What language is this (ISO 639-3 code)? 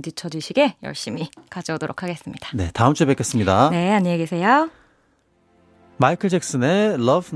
kor